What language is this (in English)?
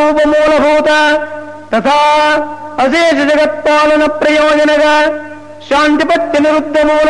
Sanskrit